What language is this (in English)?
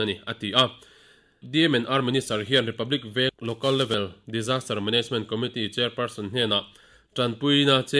Mizo